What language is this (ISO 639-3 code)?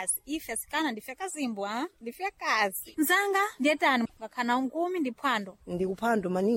seh